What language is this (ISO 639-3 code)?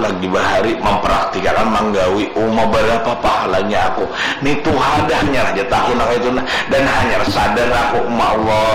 bjn